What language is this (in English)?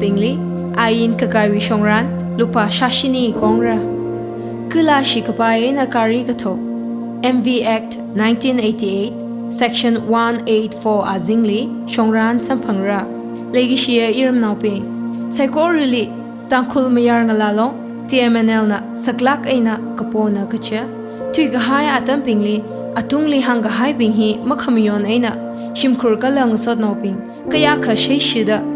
Tangkhul Naga (India)